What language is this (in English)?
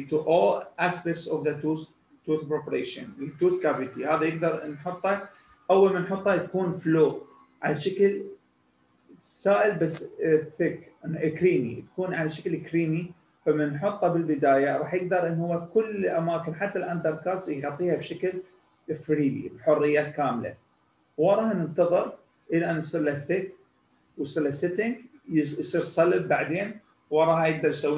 Mesopotamian Arabic